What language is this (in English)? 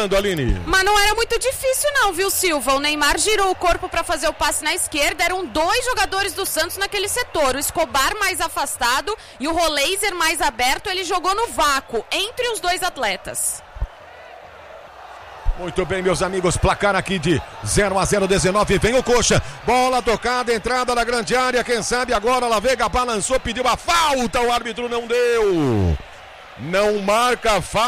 Portuguese